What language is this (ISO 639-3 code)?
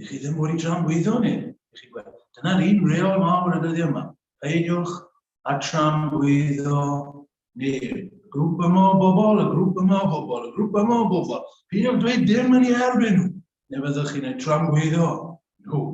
cym